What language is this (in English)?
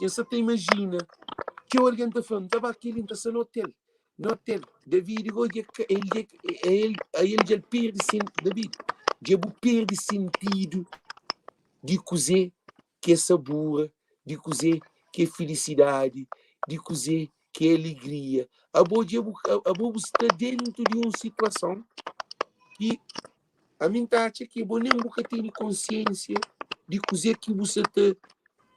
Kabuverdianu